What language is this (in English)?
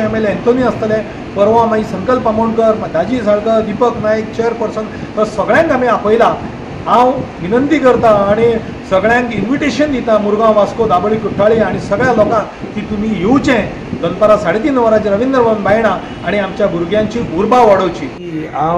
Konkani